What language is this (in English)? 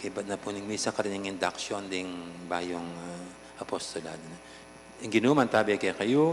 Pampanga